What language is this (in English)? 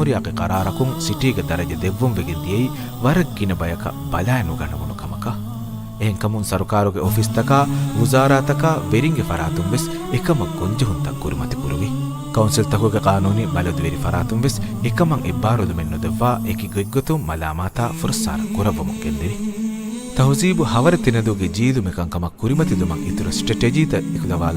Divehi